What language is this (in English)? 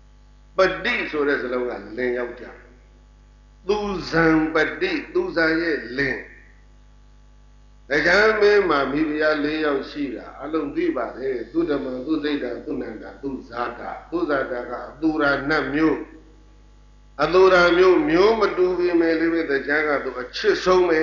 Burmese